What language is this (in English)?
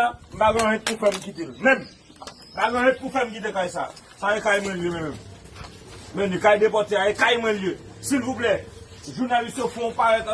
Haitian Creole